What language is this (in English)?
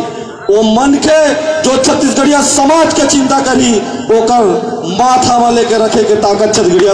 Chhattisgarhi